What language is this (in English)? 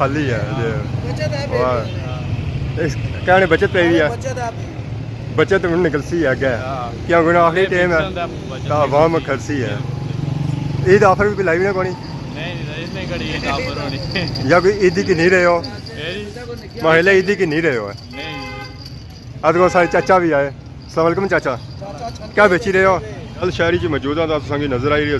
Pahari-Potwari